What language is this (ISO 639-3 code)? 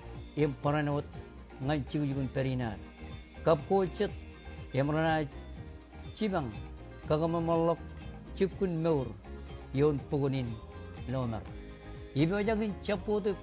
mah